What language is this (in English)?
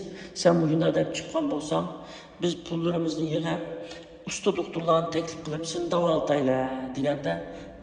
Uyghur